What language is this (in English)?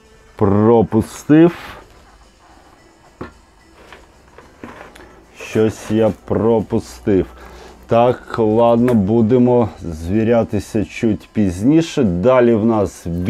Ukrainian